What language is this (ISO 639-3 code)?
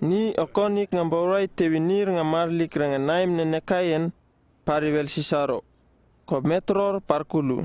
upv